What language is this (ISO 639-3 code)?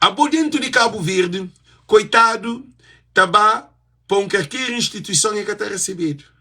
kea